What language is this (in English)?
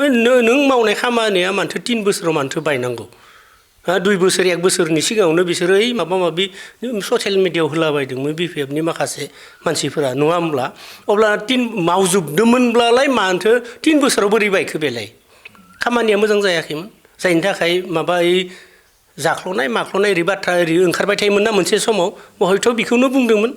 Bodo